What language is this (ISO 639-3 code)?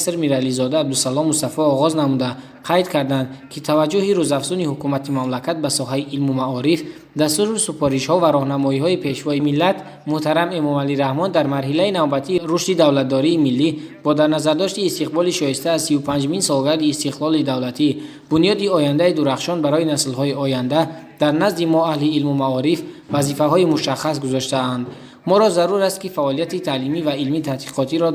tgk